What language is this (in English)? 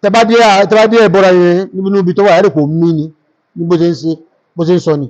Yoruba